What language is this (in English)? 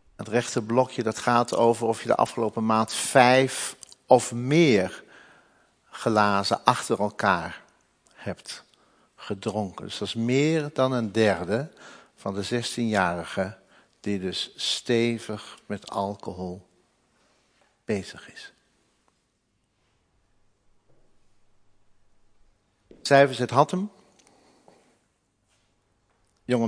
Dutch